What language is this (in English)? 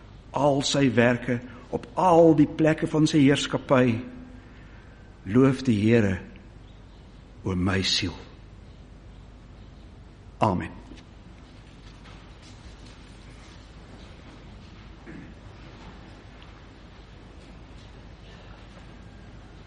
Afrikaans